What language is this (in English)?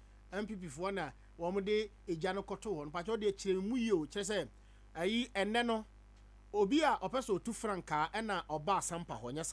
Akan